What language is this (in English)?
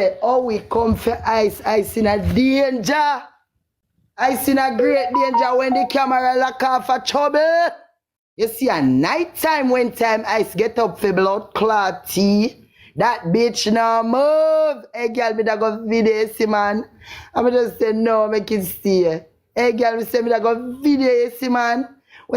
Jamaican Creole English